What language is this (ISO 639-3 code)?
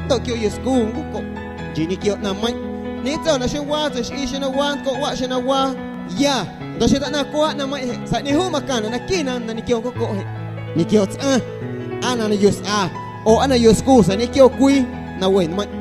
amu